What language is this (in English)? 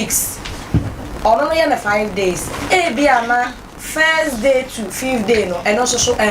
Akan